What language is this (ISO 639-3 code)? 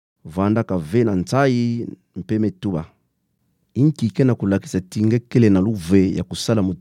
ktu